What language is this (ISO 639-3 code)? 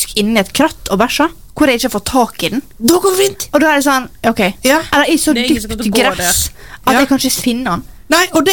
nor